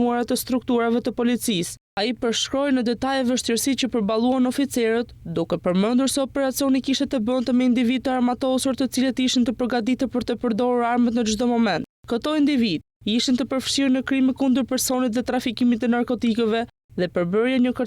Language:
Albanian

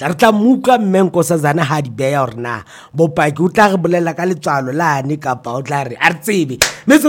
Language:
Northern Sotho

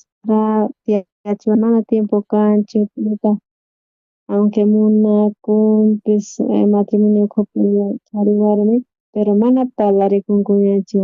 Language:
South Bolivian Quechua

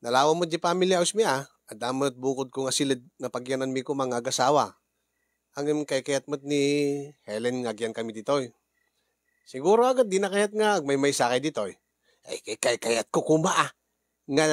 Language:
Iloko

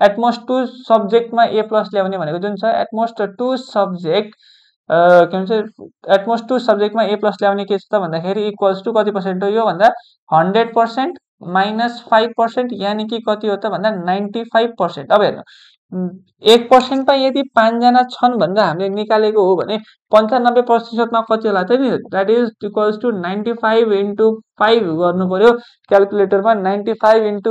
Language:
Nepali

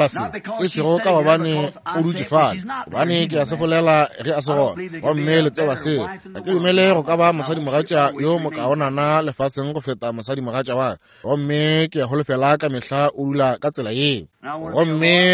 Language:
Northern Sotho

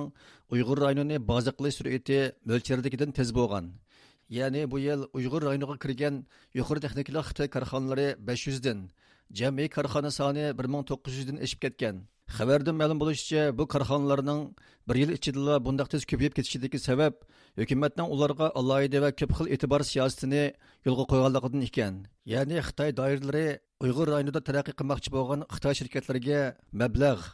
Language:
Uyghur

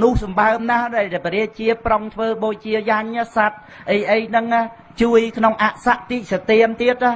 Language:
Khmer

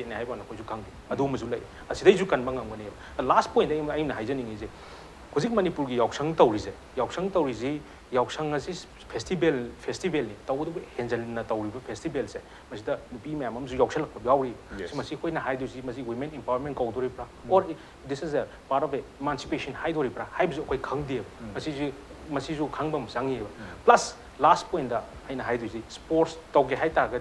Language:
Manipuri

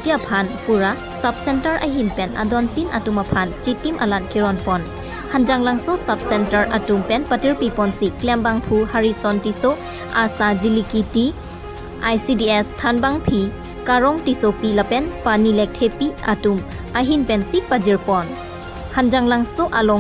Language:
Karbi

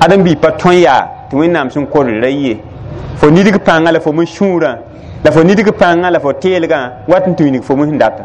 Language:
Mossi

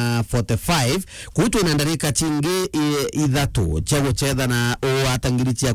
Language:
Meru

